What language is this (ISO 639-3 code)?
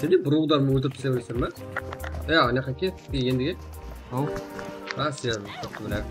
kaa